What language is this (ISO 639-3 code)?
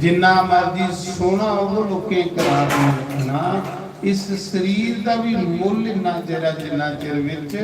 doi